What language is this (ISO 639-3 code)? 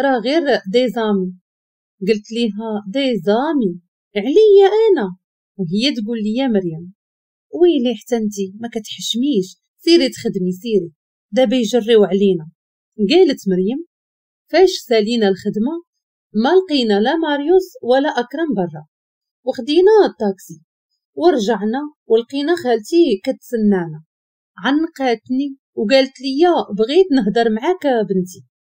ary